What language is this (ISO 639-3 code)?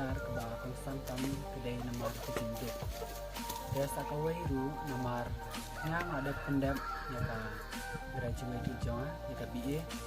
kha